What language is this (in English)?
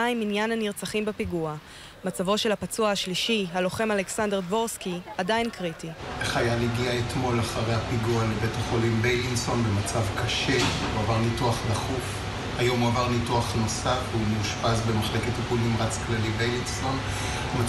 Hebrew